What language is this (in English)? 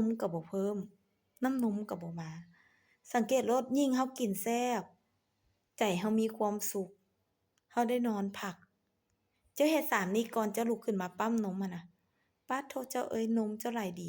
Lao